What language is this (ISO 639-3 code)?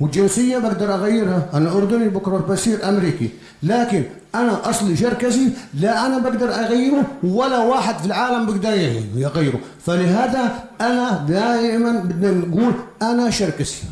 apc